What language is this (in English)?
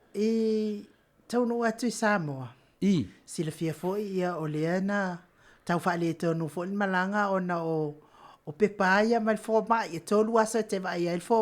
Samoan